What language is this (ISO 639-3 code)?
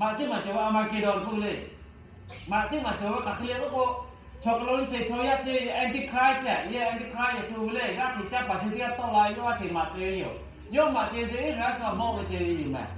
lhu